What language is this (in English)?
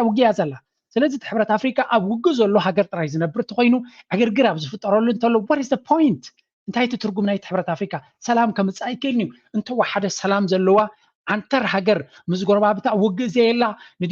Tigrinya